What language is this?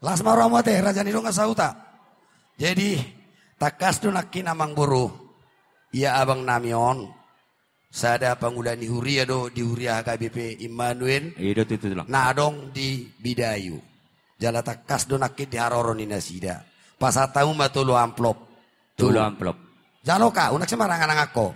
Batak Toba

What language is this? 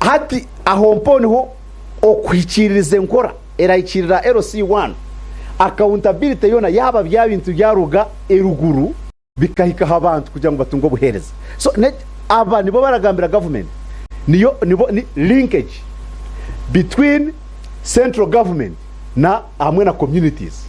Nyankole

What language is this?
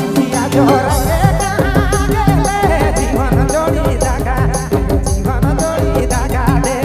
Sadri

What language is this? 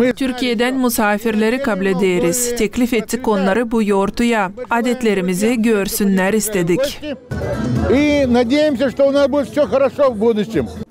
Gagauz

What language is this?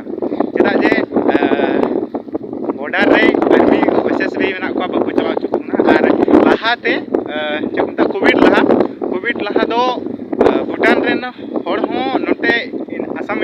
Santali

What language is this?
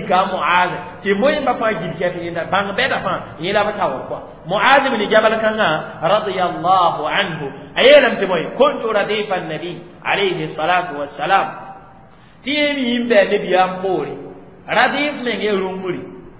Mossi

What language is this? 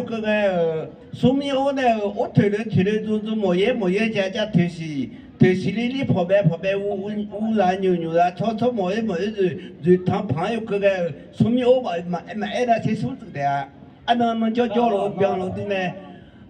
Akha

